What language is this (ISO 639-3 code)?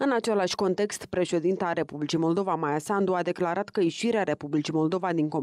ron